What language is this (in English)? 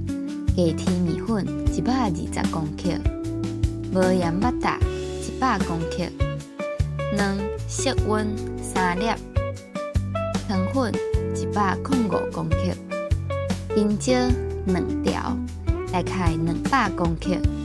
Min Nan Chinese